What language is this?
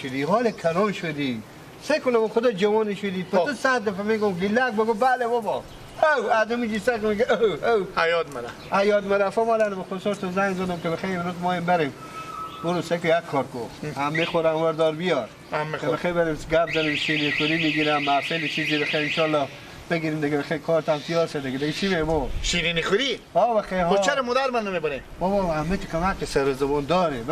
Persian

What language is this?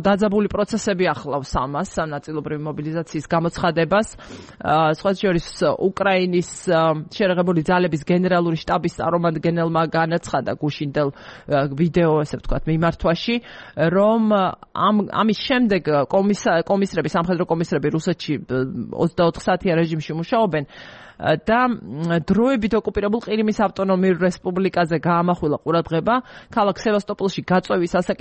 Georgian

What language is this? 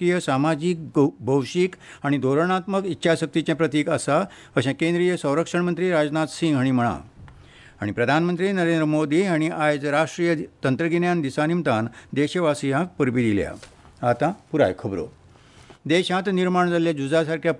Konkani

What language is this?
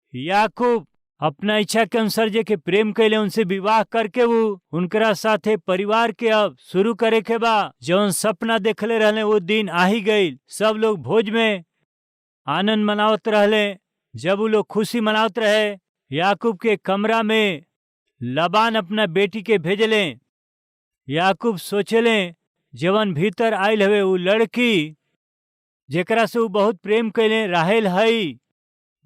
Bhojpuri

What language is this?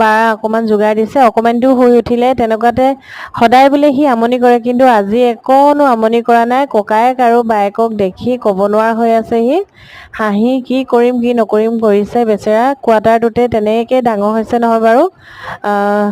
Assamese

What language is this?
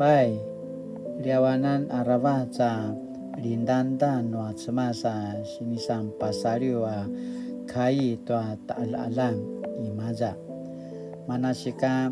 Paiwan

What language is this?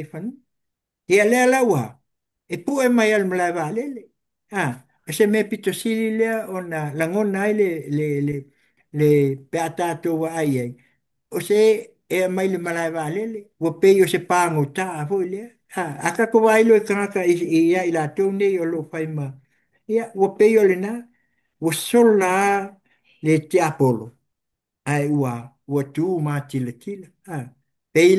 Samoan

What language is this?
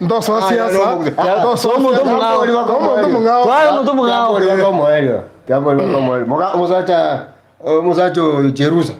Gusii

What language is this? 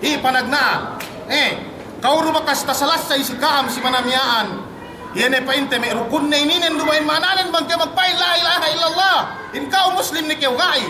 Yakan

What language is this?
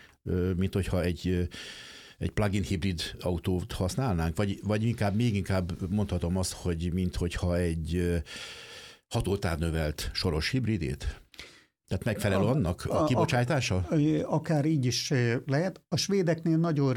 Hungarian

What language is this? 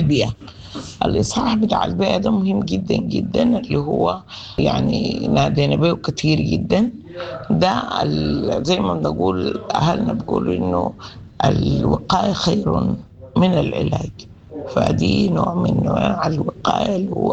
Sudanese Arabic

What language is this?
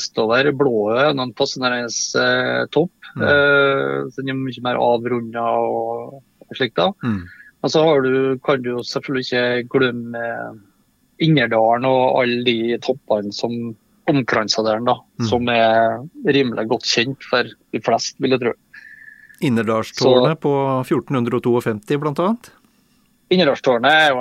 Norwegian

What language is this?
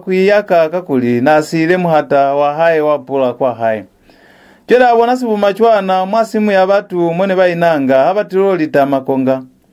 Lozi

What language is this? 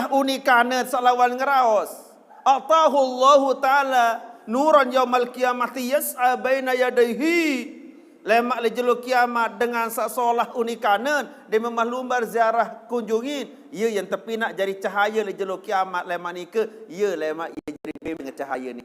Sasak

